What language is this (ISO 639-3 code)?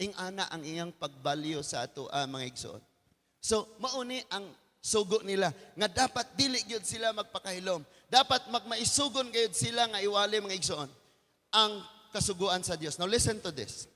ceb